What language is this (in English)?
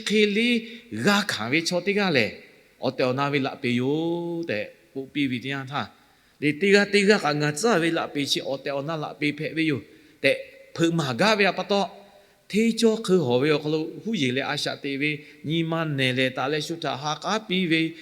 Lahu